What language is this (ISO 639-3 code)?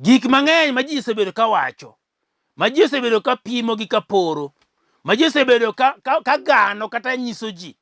luo